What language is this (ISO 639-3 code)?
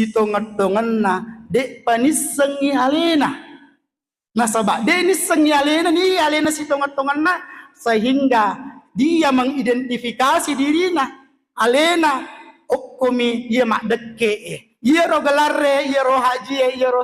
bug